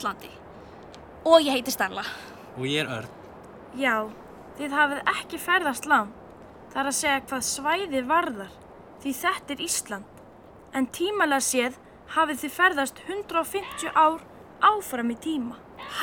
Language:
Icelandic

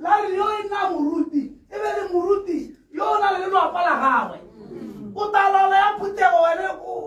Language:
Tswana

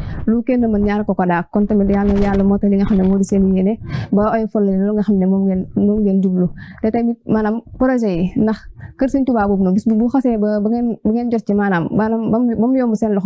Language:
Wolof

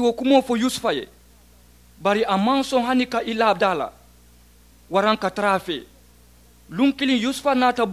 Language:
Mandingo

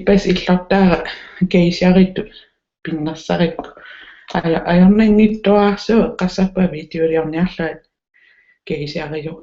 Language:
Kalaallisut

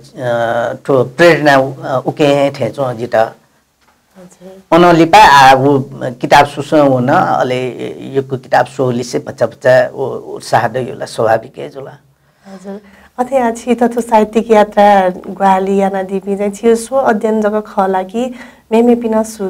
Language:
Newari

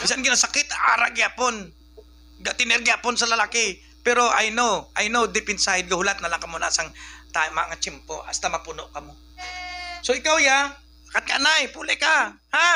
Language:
Hiligaynon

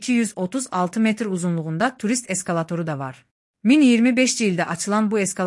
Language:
Azerbaijani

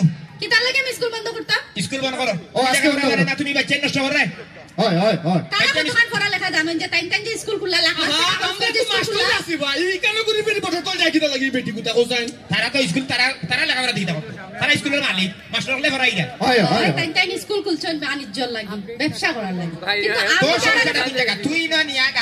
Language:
Sylheti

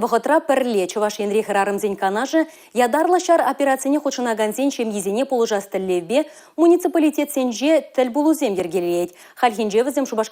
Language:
Chuvash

